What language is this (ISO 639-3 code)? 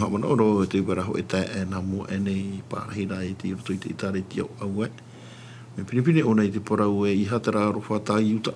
tah